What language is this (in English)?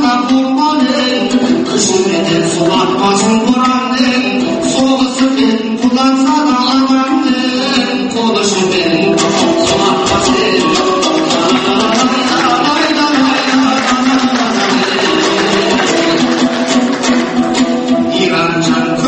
Kazakh